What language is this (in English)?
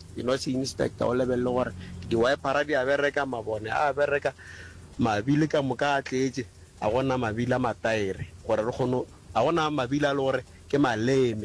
Northern Sotho